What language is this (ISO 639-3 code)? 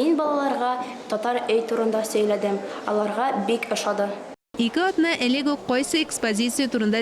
tat